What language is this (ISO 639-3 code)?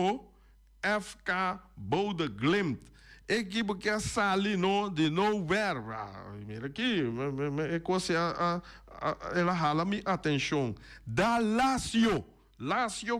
pap